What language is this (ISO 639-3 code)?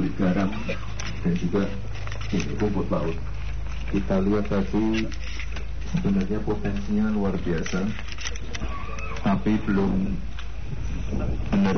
ind